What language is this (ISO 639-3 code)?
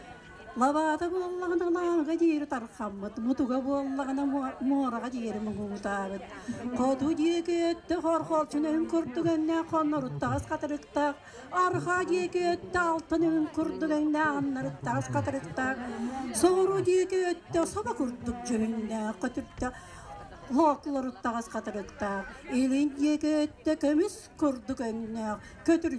sah